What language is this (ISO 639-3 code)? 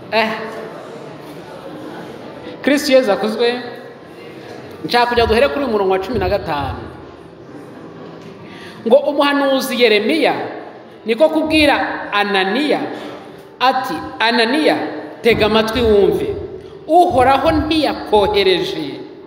kin